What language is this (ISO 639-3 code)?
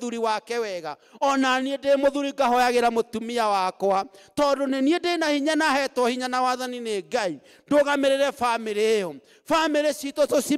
kik